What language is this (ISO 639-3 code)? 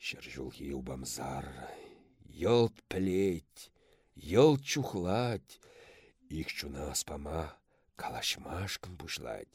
chv